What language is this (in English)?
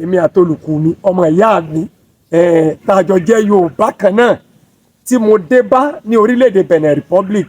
Yoruba